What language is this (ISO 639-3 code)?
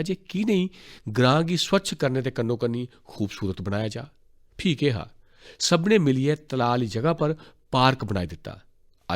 doi